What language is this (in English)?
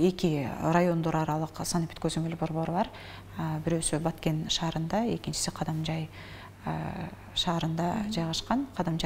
Kyrgyz